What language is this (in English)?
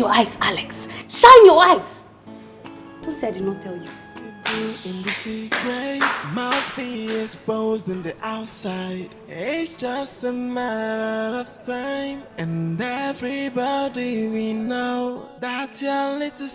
Nigerian Pidgin